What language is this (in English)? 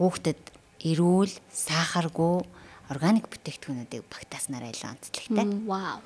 Mongolian